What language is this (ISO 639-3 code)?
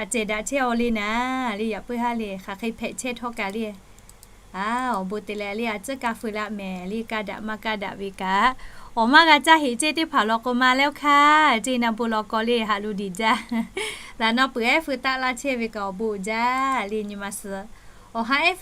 lhu